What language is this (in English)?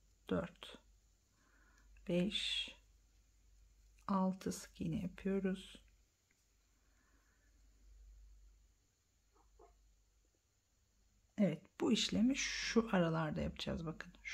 Turkish